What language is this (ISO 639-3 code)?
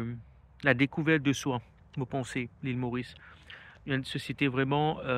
mfe